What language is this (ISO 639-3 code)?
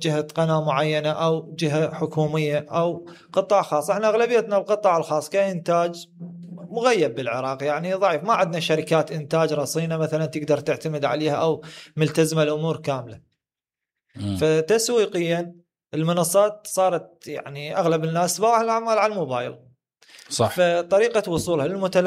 acm